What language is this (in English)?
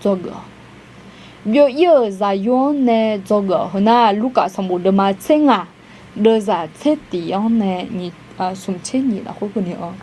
Akha